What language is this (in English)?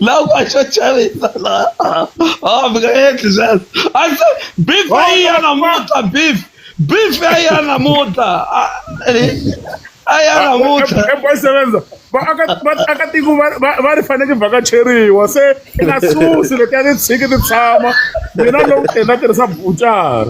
Tsonga